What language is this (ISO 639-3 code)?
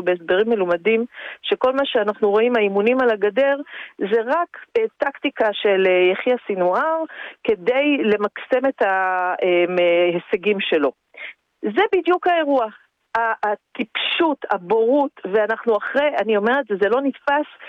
heb